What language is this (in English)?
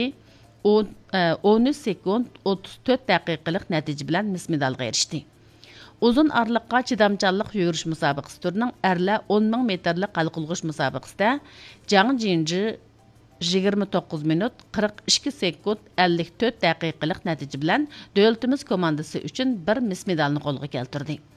Uyghur